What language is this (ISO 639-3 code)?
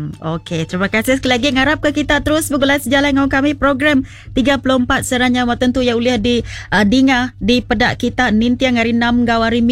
iba